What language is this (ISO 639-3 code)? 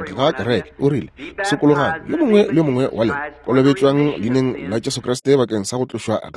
nso